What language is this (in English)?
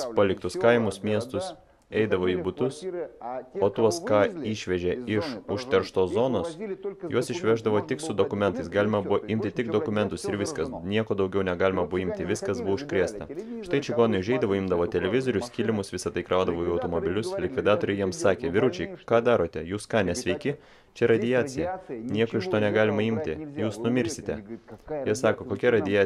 Lithuanian